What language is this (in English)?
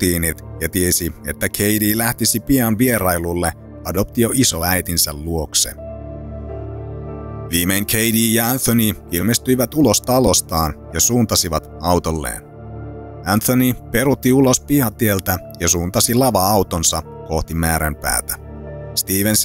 Finnish